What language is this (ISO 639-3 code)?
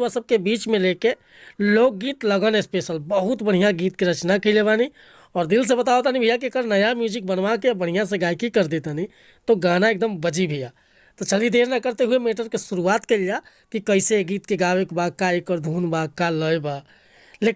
bho